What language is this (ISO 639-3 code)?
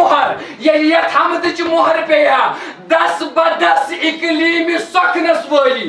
kas